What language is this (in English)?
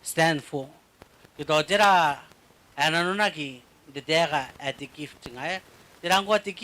Gilbertese